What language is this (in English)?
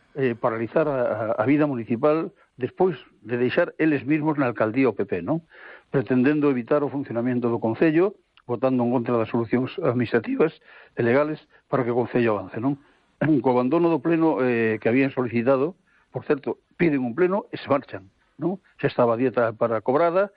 Galician